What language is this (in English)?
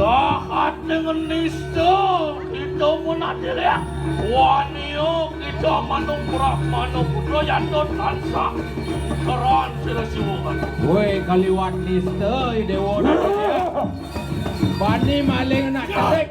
Balinese